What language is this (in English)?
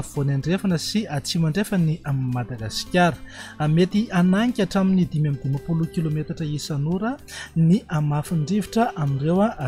Malagasy